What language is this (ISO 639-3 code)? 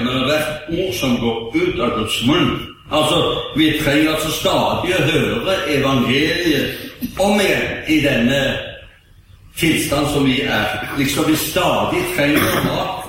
nor